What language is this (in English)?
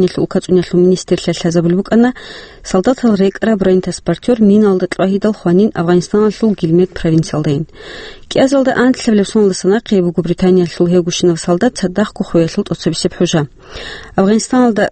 Avaric